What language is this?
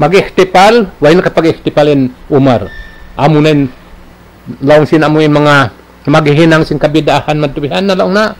Tausug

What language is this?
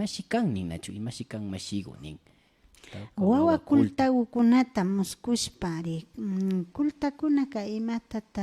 Imbabura Highland Quichua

